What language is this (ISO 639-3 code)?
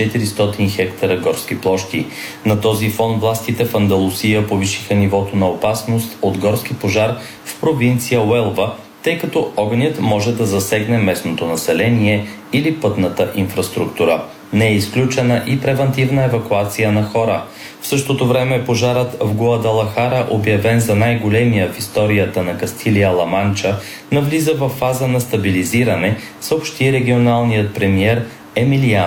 bul